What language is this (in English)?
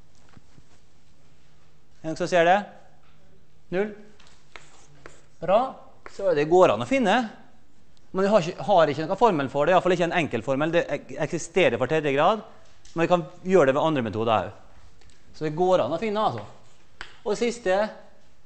Norwegian